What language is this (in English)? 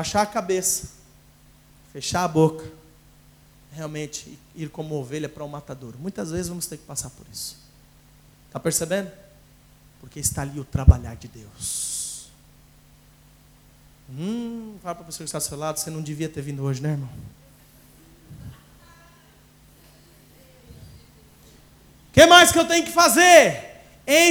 Portuguese